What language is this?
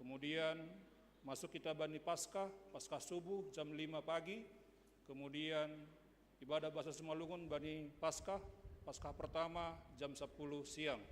Batak Simalungun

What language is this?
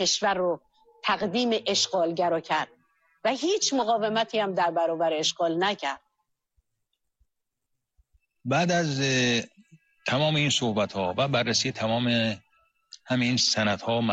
Persian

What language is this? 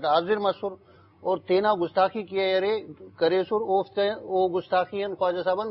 Urdu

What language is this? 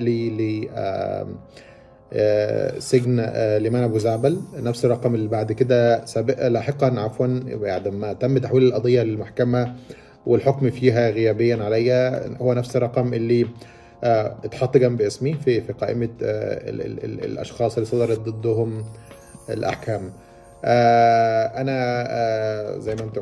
Egyptian Arabic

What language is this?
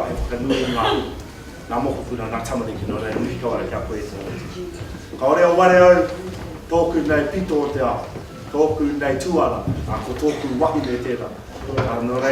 Māori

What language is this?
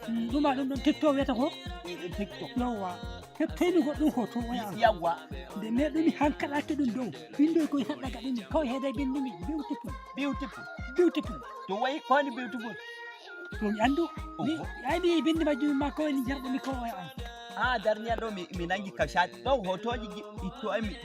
Nigerian Fulfulde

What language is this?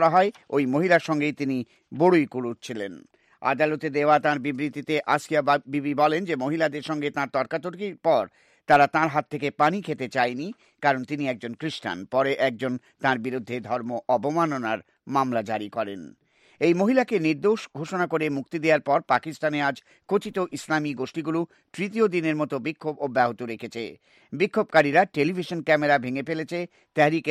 Bangla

